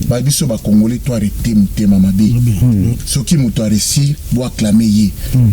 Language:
Lingala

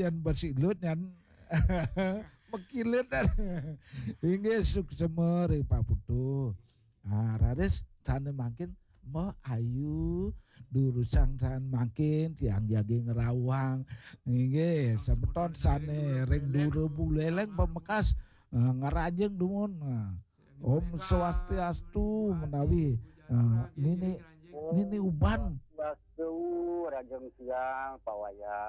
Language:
Balinese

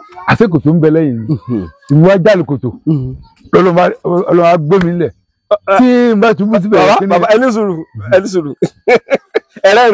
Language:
Yoruba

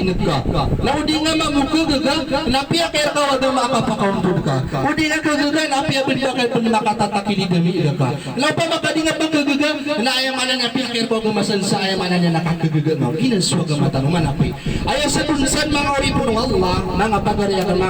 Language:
Maranao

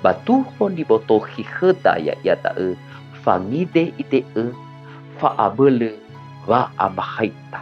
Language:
Nias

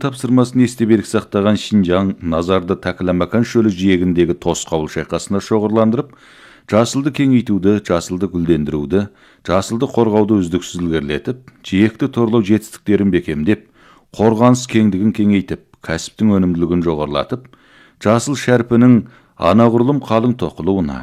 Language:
Kazakh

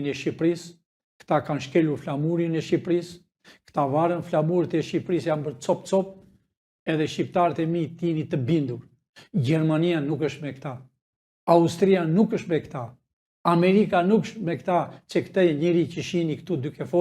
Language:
Albanian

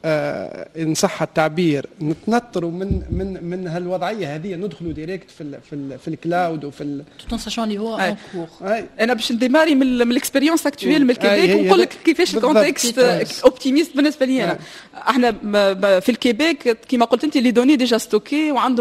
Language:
Tunisian Arabic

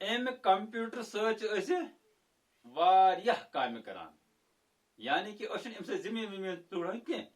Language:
Kashmiri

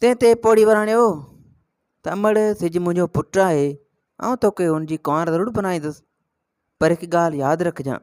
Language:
Sindhi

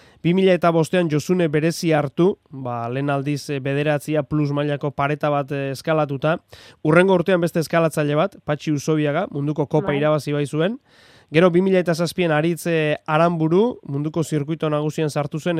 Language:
Basque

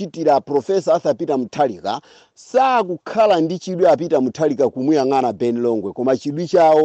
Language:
Nyanja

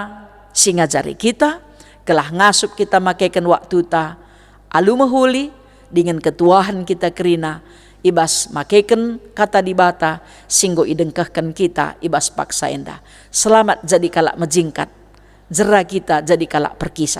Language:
Batak Karo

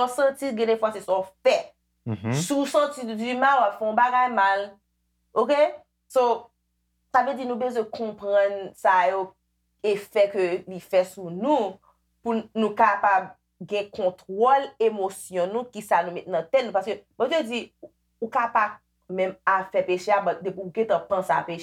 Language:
Haitian Creole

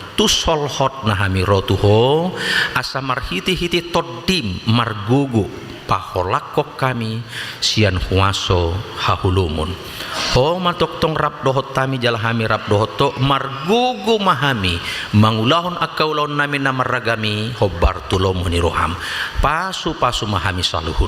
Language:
Batak Toba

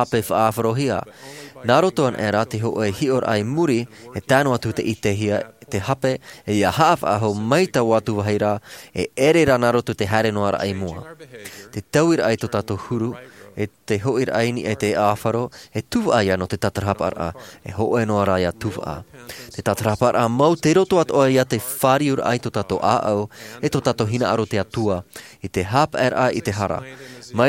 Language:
Tahitian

